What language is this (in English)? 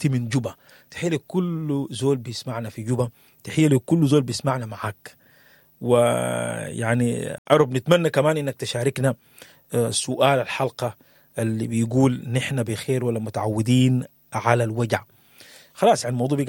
Sudanese Arabic